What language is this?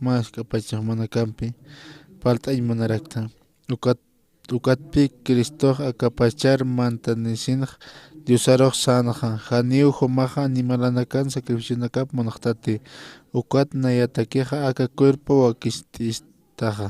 Aymara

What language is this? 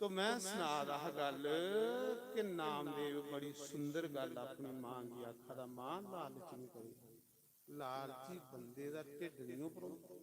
Dogri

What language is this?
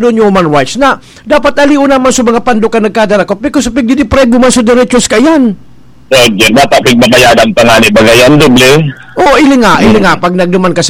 Bikol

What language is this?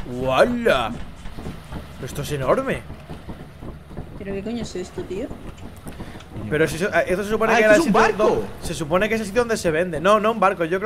Spanish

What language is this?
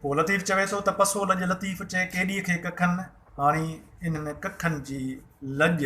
Sindhi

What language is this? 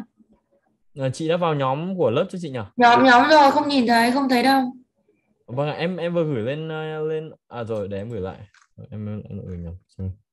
Vietnamese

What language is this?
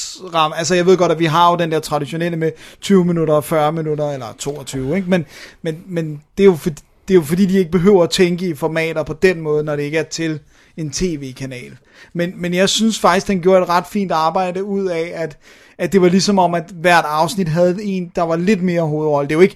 Danish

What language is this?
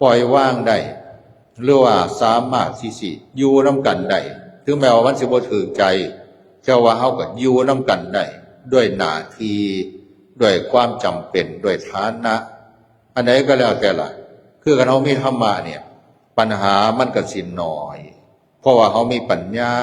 Northeastern Thai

